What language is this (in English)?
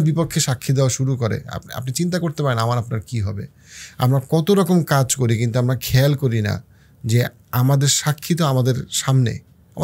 Bangla